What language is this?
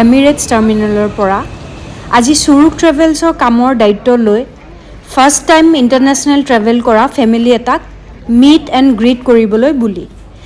Assamese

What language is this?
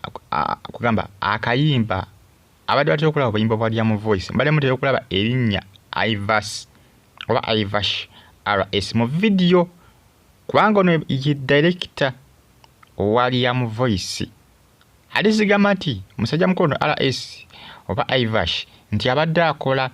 Ganda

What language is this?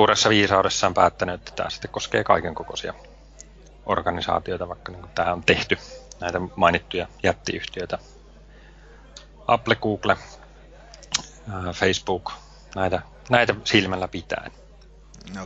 Finnish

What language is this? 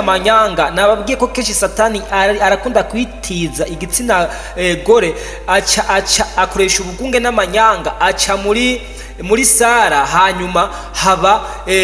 Rundi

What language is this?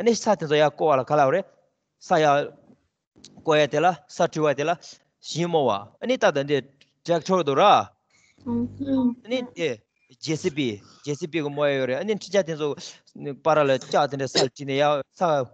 Tibetan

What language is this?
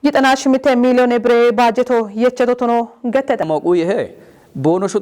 Kafa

